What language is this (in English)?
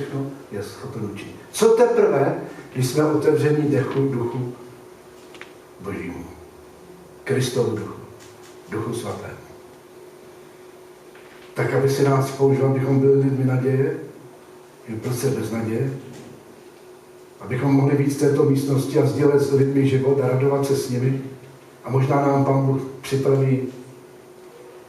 Czech